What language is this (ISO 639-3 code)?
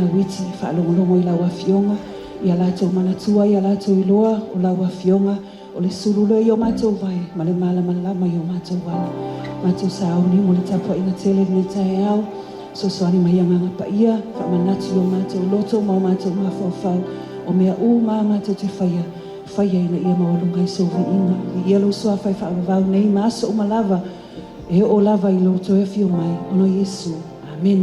smo